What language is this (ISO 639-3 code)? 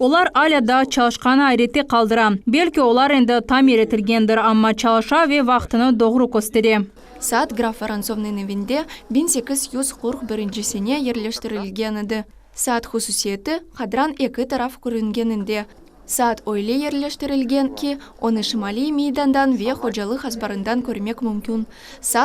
crh